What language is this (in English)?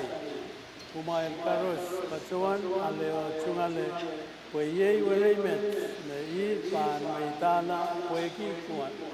Pohnpeian